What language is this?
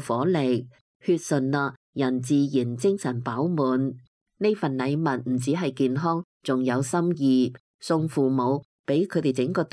Cantonese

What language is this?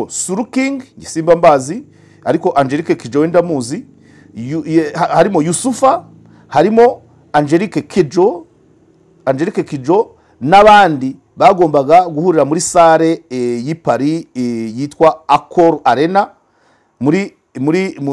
Kinyarwanda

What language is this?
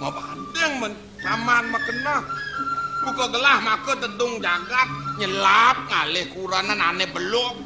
Balinese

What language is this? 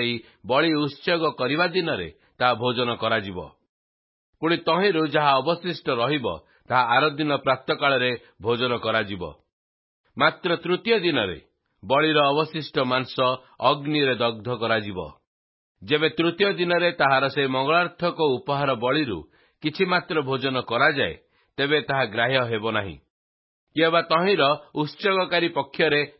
Odia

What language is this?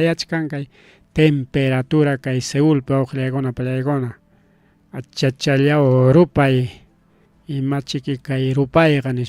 Ayacucho Quechua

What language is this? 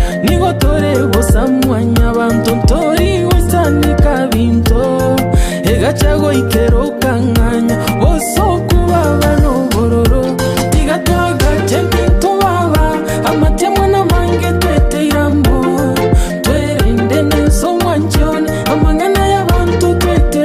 Gusii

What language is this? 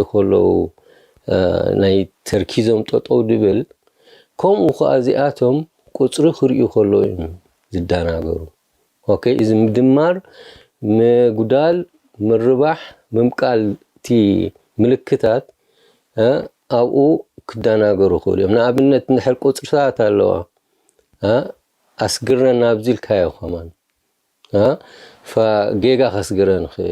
Tigrinya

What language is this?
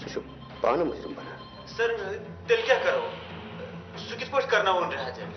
Kashmiri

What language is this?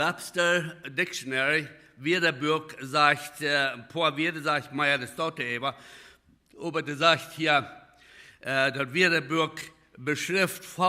Plautdietsch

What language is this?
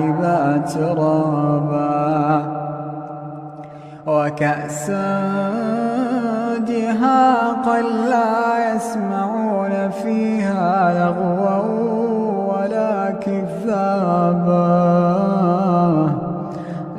Arabic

